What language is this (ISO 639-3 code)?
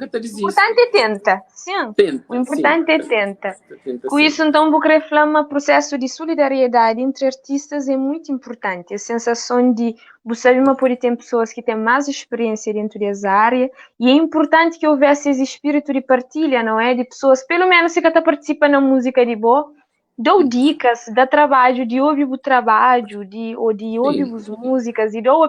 kea